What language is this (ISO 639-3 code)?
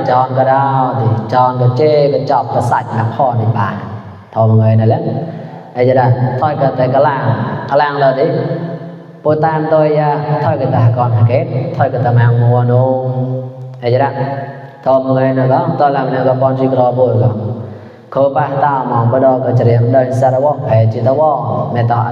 mnw